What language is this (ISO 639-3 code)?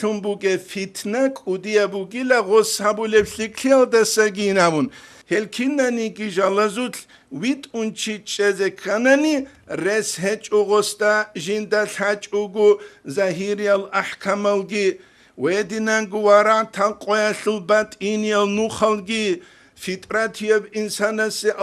ava